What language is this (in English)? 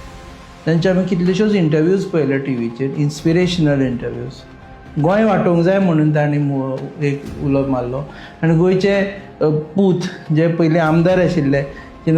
Konkani